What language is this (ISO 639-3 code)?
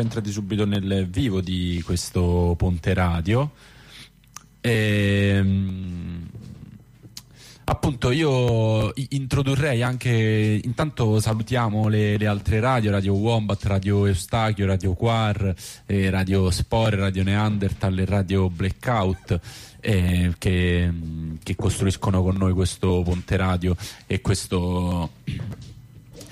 ita